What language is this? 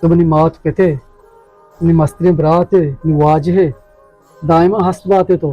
Baluchi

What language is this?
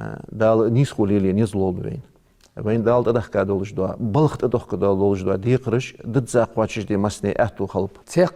Ingush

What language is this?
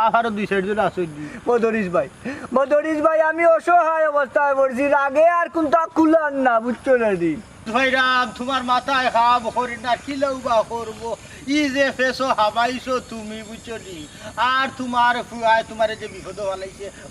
Sylheti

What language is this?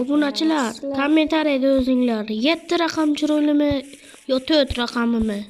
Uzbek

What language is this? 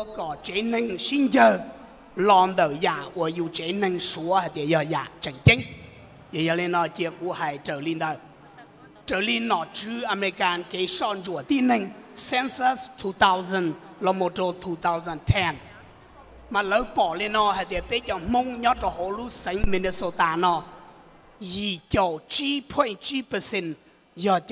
Hmong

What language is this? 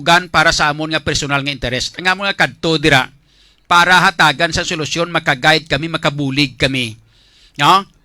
Hiligaynon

